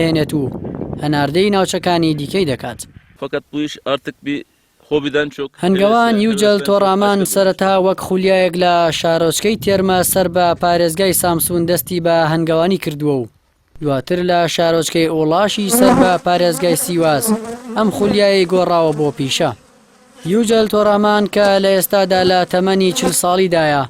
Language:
Central Kurdish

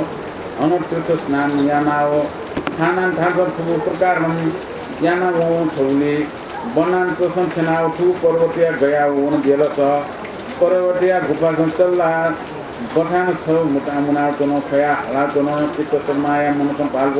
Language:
Newari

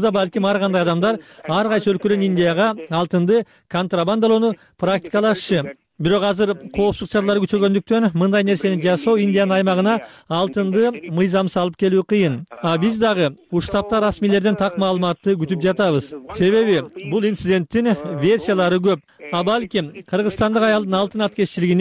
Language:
Kyrgyz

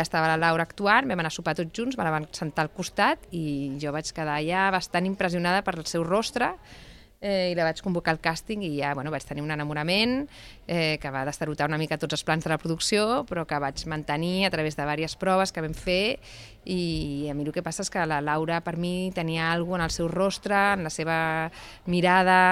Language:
Catalan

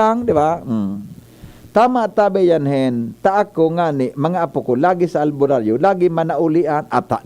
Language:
Bikol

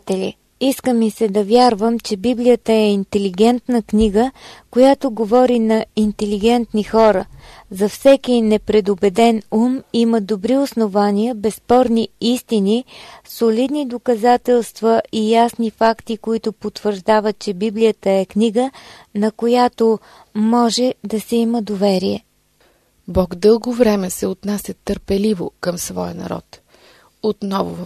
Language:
Bulgarian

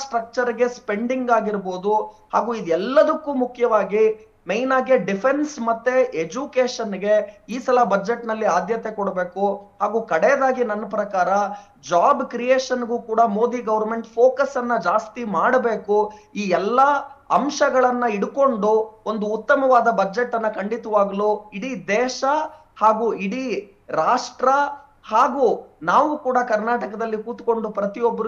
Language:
Kannada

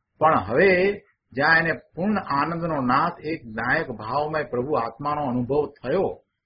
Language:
Gujarati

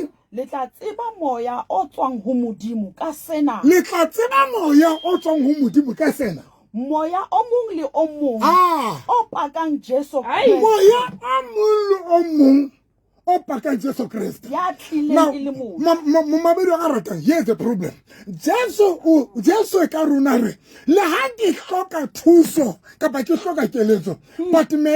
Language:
Southern Sotho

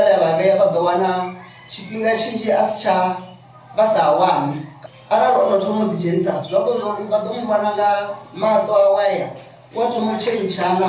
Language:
Venda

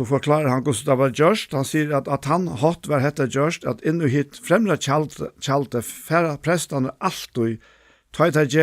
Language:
Faroese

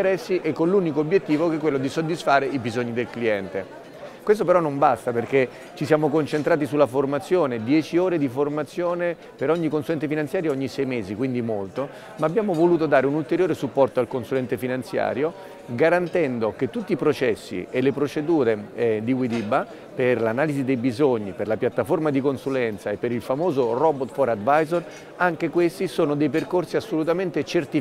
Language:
Italian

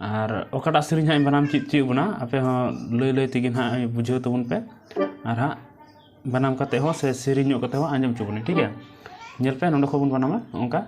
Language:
Santali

